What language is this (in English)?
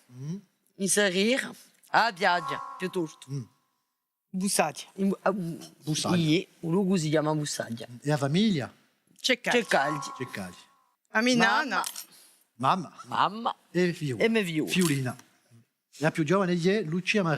Corsican